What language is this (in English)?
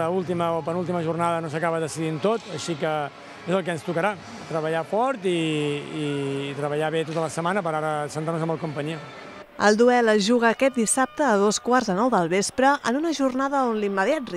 Catalan